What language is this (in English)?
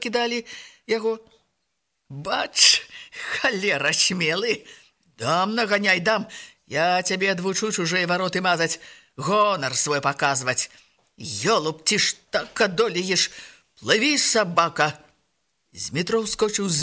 Belarusian